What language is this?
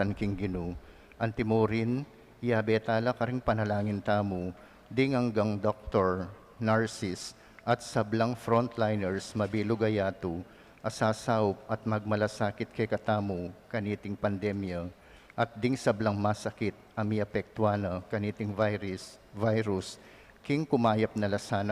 Pampanga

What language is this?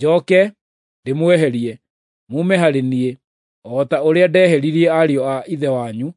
Kikuyu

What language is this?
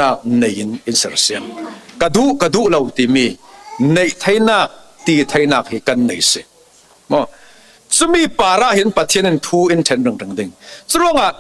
Falam Chin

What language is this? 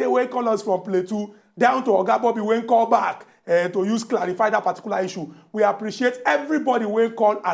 Nigerian Pidgin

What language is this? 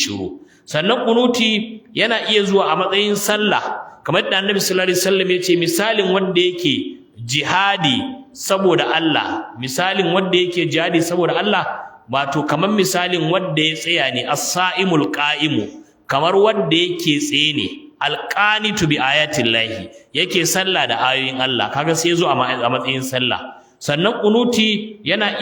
Hausa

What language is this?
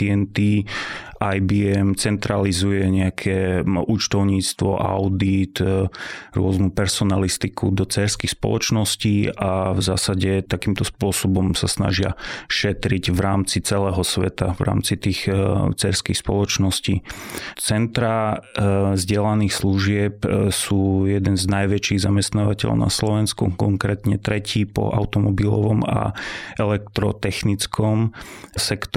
Slovak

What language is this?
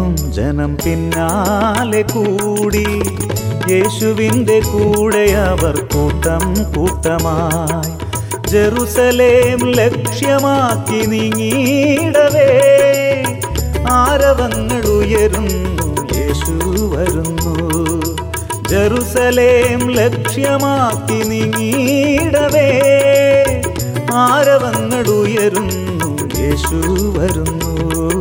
Malayalam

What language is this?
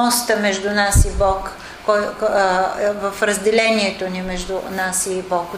Bulgarian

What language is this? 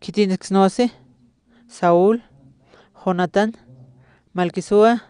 Aymara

